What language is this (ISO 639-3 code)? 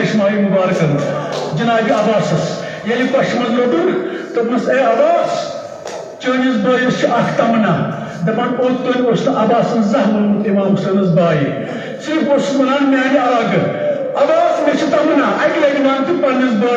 kas